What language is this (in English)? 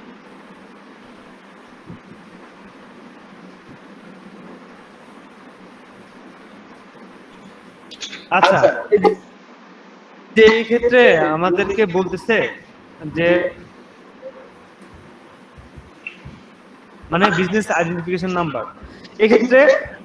Bangla